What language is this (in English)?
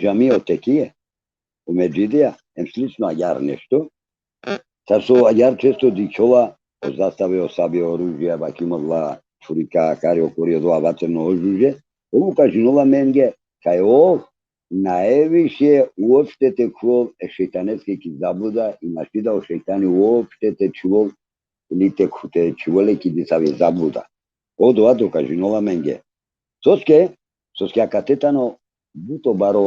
Balkan Romani